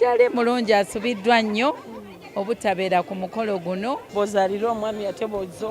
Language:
Ganda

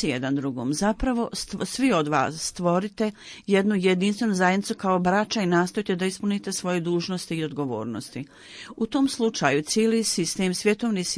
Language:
Bosnian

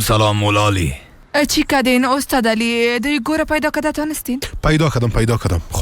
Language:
Persian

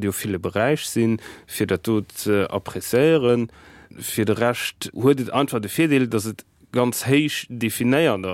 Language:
Luxembourgish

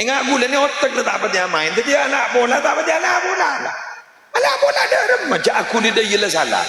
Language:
Madurese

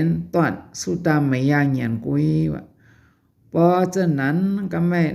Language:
Shan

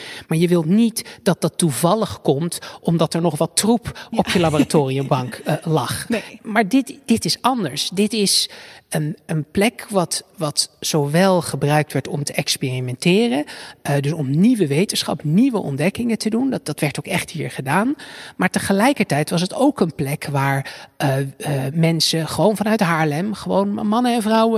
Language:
Dutch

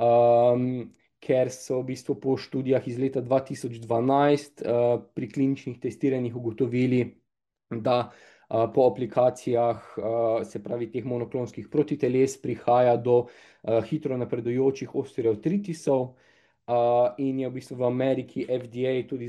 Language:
Slovenian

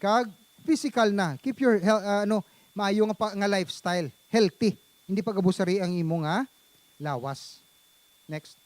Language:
Hiligaynon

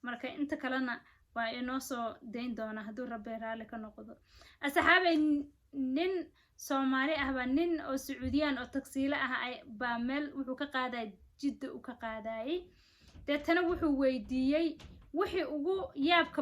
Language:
Somali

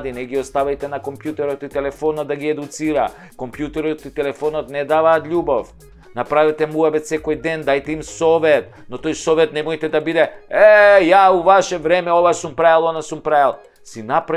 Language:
Macedonian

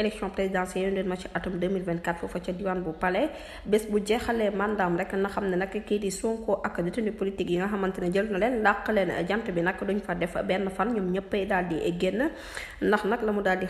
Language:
Wolof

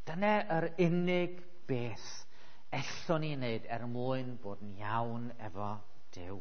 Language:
Welsh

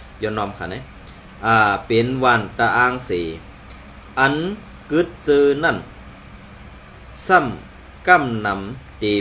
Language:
Shan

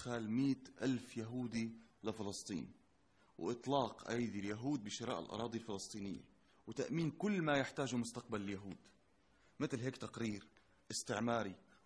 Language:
North Levantine Arabic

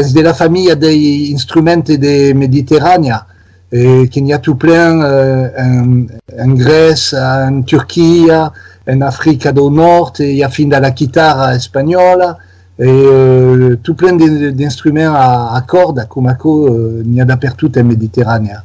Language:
Occitan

